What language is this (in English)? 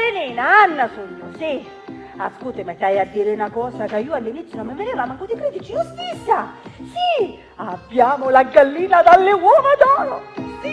Sicilian